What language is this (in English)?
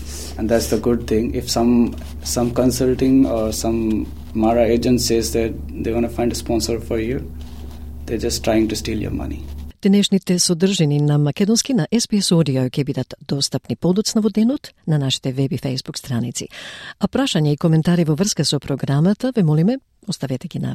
Macedonian